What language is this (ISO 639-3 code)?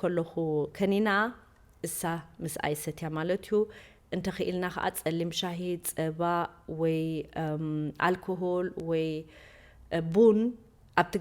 tir